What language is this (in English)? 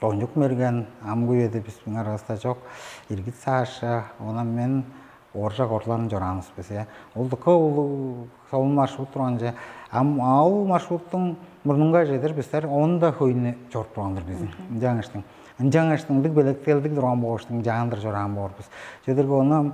Tuvinian